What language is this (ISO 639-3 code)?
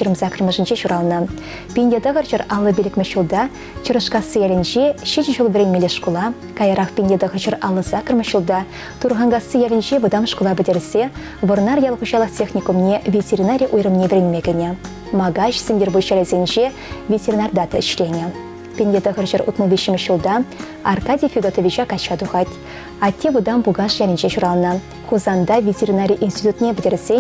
chv